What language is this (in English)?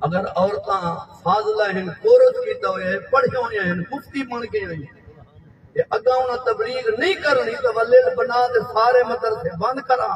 Saraiki